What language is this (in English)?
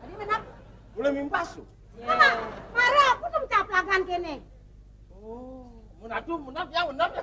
Balinese